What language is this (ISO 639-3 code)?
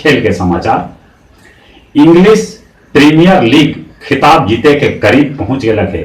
mag